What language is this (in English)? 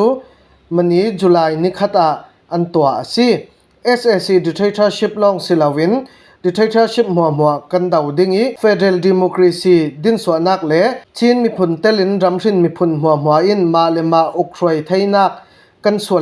Falam Chin